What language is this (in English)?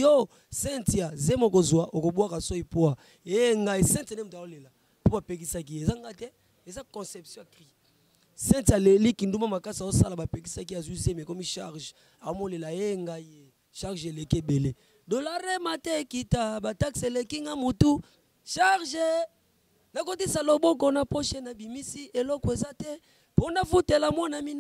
Lingala